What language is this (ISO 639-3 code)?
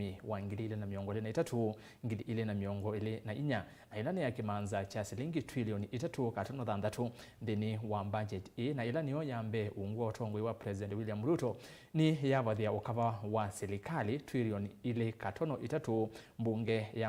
kam